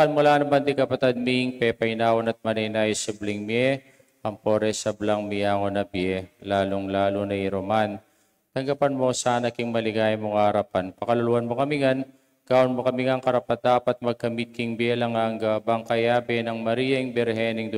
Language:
Pampanga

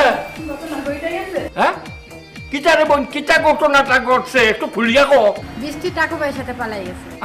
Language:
Sylheti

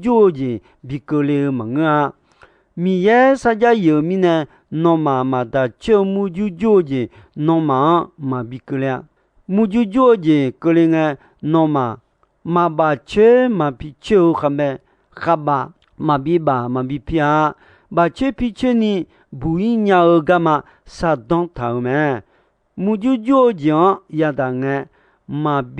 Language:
Akha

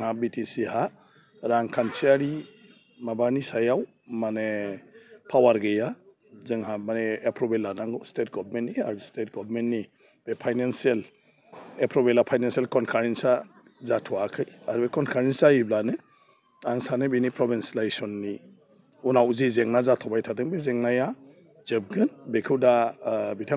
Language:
Bodo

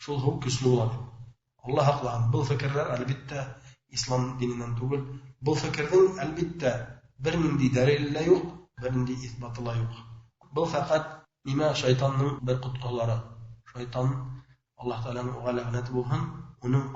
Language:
Bashkir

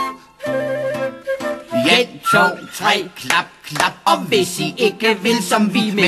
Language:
Danish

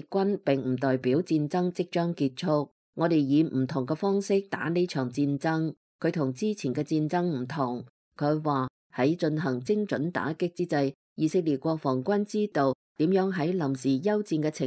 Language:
Cantonese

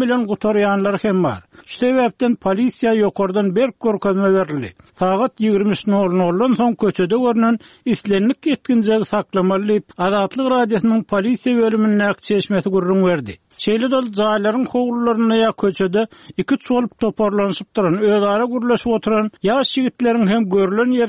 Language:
Turkmen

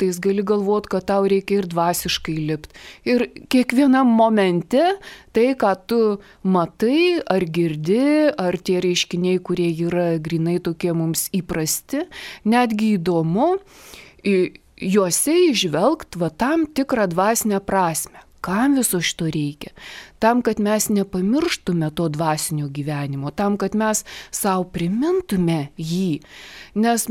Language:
Lithuanian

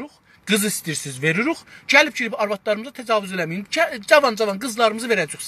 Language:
South Azerbaijani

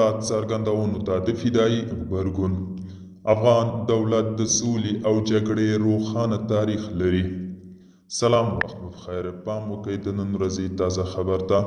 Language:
Pashto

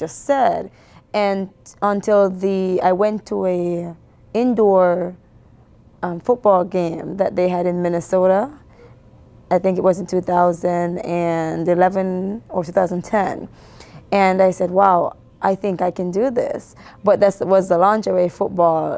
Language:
English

